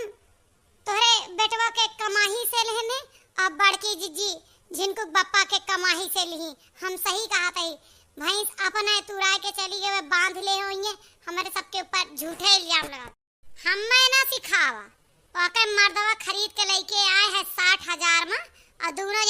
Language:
Awadhi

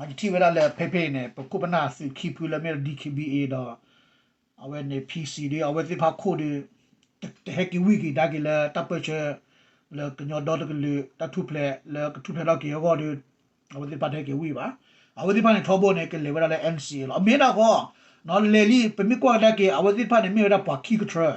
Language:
S'gaw Karen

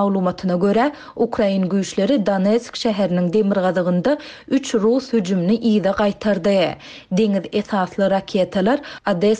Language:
Turkmen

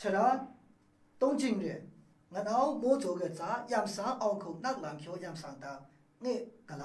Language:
Maru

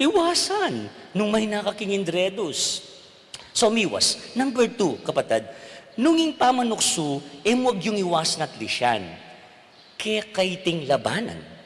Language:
Pampanga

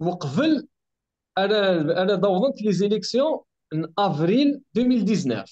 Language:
Kabyle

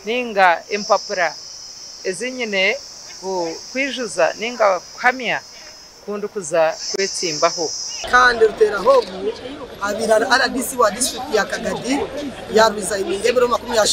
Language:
Nyankole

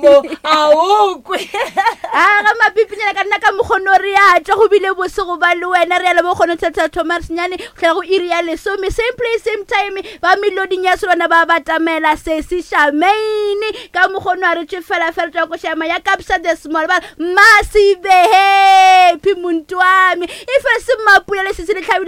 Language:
Northern Sotho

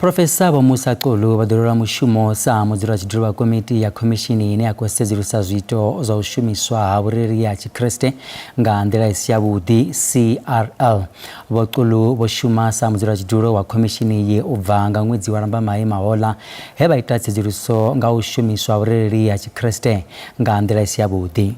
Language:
Venda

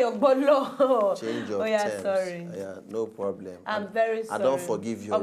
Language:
Nigerian Pidgin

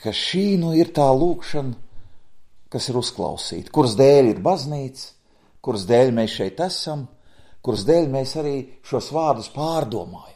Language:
Latvian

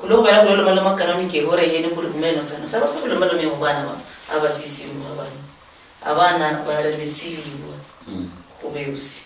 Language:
Luyia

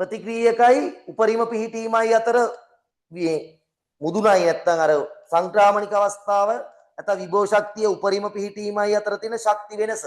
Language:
Sinhala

